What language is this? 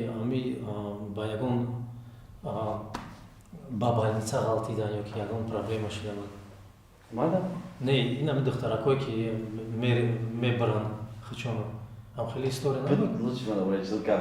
Tajik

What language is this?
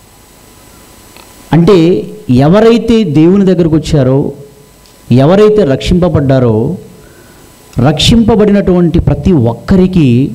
Telugu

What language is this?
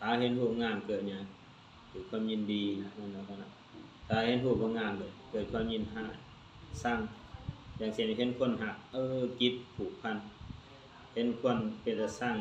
Lao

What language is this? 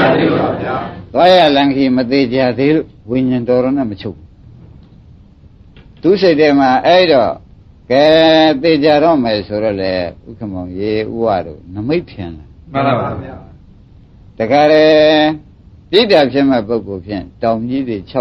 Burmese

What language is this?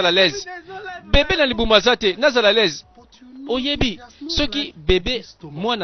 Lingala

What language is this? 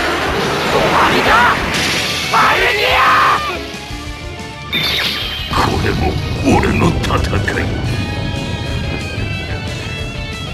Japanese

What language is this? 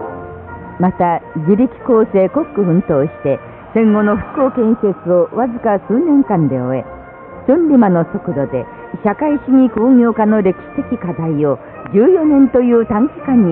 Japanese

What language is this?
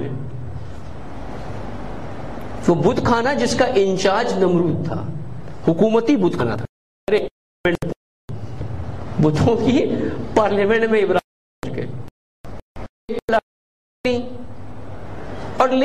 Urdu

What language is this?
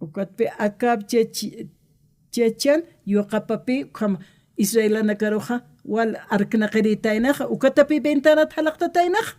Aymara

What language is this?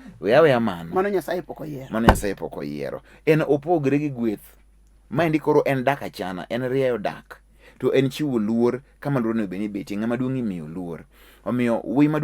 Luo (Kenya and Tanzania)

